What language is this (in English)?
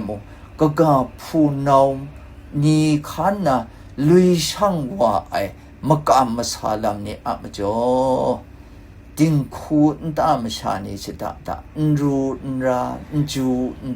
Kachin